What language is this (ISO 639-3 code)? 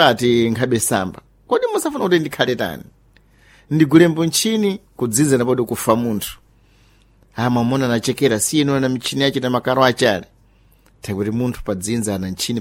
seh